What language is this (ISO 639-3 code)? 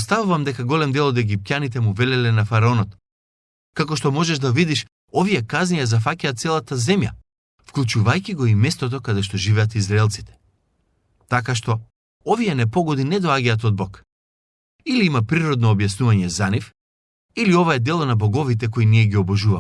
mkd